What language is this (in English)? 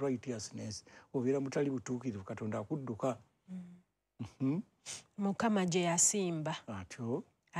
Ganda